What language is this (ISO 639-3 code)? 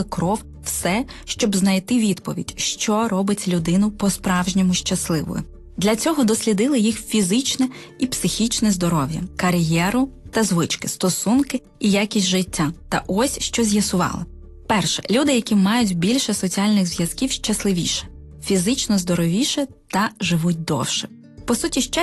ukr